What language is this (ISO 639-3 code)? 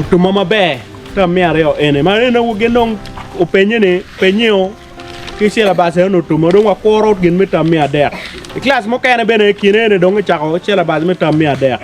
ach